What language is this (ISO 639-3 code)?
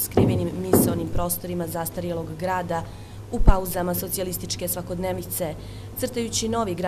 srp